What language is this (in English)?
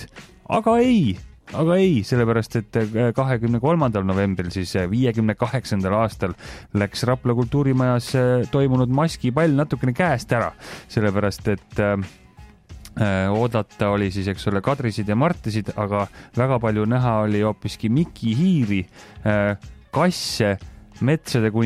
Estonian